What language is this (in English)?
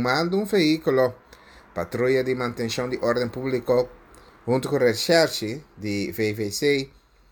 Papiamento